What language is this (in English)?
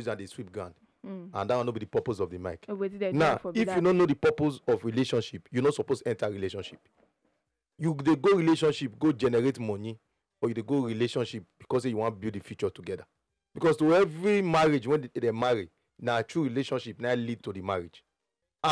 Nigerian Pidgin